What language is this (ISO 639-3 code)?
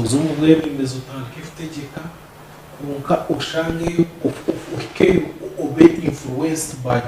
nyn